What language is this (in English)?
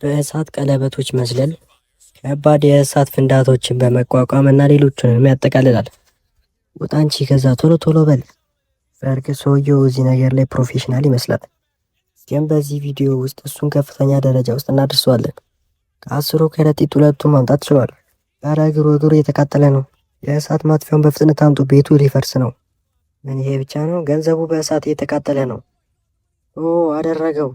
Amharic